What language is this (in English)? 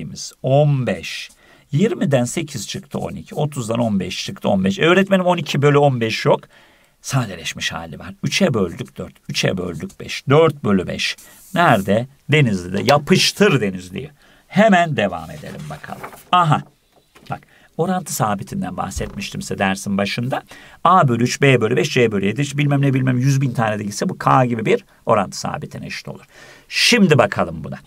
Turkish